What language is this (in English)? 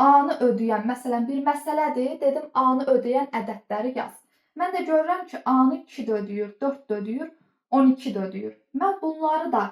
Azerbaijani